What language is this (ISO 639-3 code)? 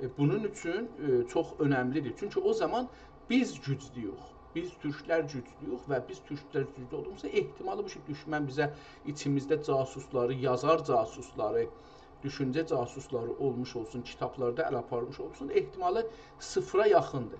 azb